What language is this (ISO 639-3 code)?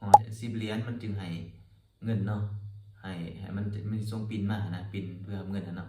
lao